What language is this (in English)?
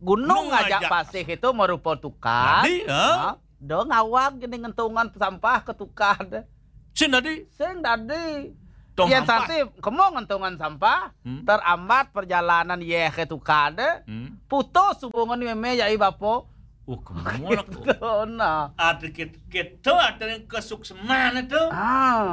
Balinese